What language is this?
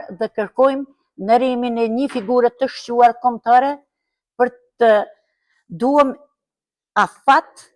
Albanian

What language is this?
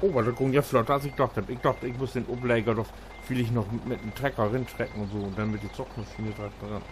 Low German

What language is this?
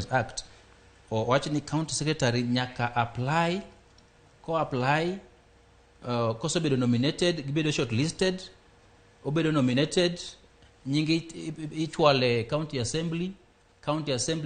Luo (Kenya and Tanzania)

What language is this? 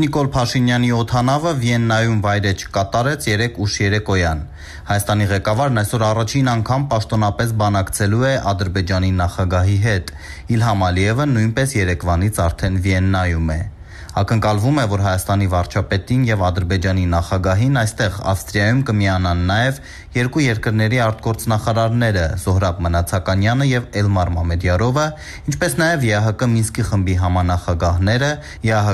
Armenian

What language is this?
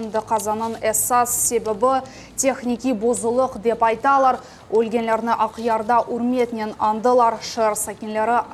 Crimean Tatar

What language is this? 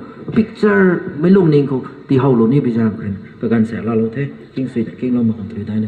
Rongmei Naga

